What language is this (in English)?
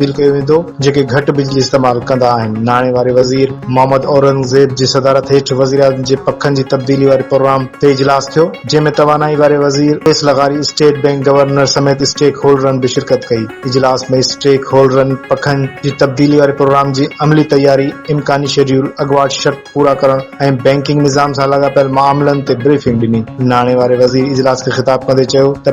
Sindhi